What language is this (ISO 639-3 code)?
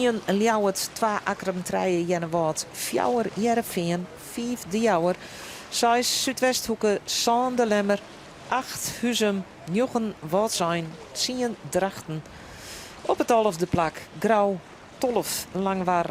fry